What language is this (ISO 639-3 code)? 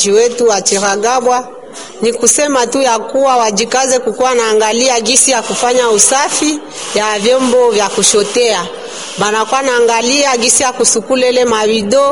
swa